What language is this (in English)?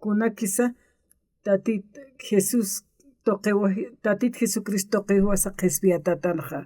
Aymara